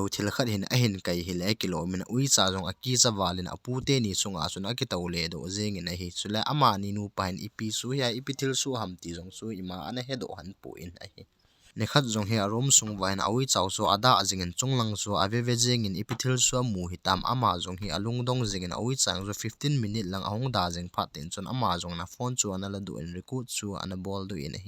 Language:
Thado Chin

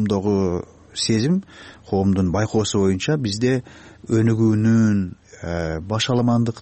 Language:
Kyrgyz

